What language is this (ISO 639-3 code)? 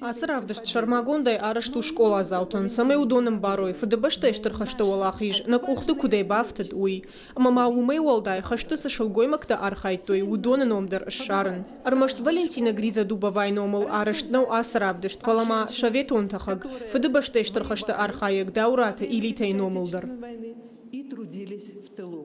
oss